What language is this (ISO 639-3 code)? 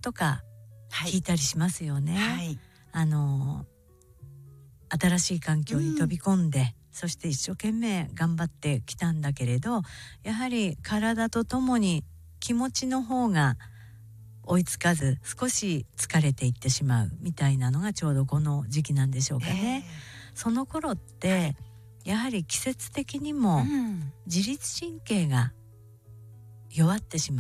jpn